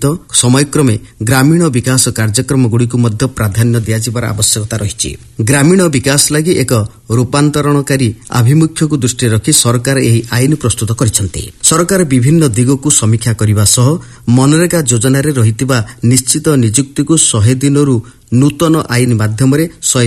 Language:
Odia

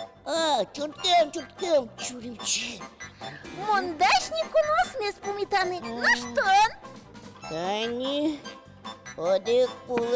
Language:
Udmurt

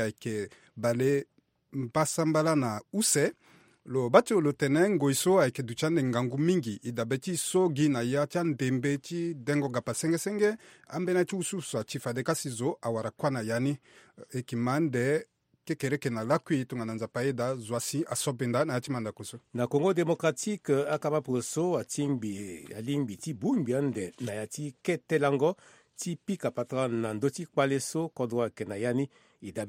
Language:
Sango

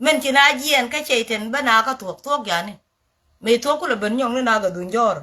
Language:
Nuer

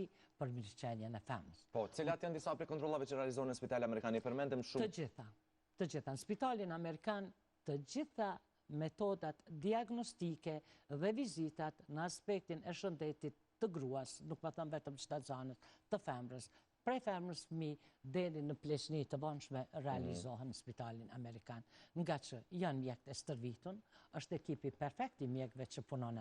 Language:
Albanian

